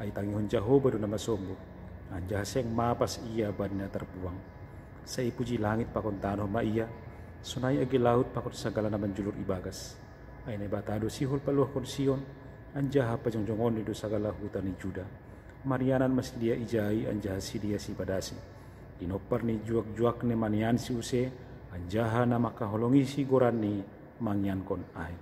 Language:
Batak Simalungun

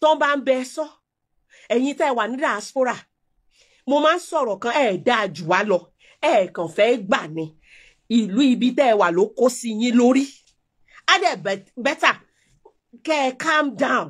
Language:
Yoruba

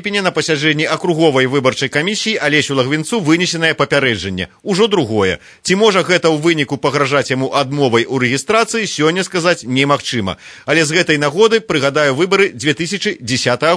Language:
Belarusian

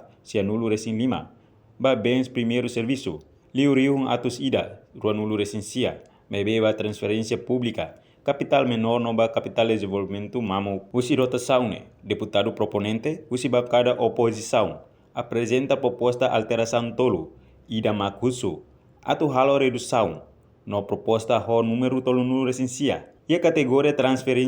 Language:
Tetum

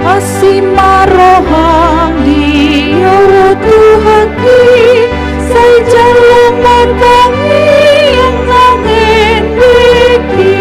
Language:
Batak Toba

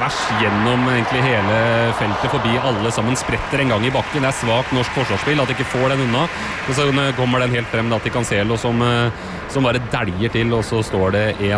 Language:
Norwegian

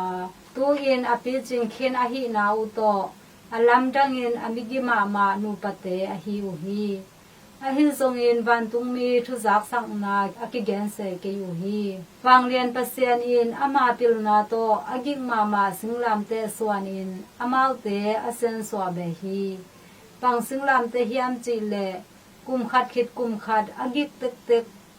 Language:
Tedim Chin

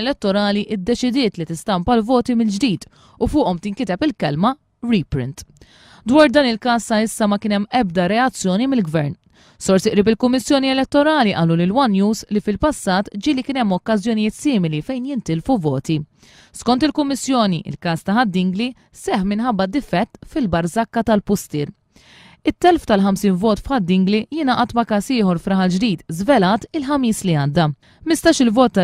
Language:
Maltese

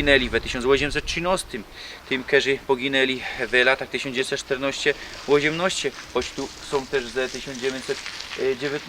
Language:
Silesian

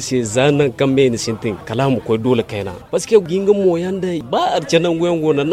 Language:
Zarma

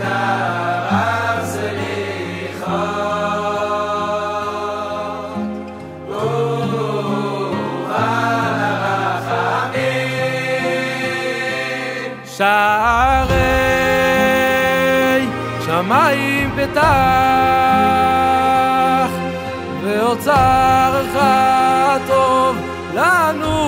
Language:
Hebrew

